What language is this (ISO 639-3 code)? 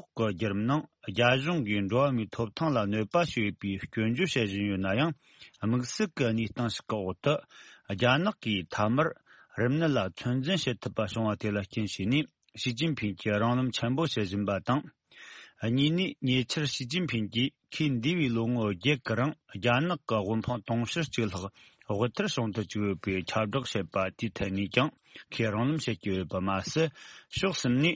bod